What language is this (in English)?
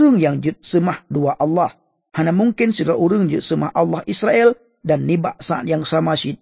Achinese